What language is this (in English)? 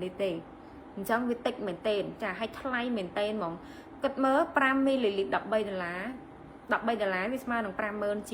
Khmer